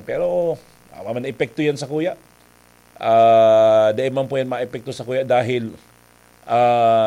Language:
Bikol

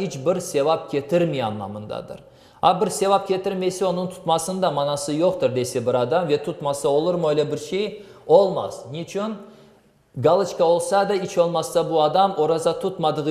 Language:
Crimean Tatar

